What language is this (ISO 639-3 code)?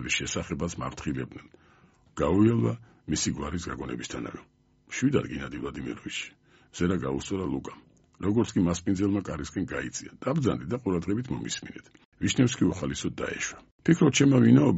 kat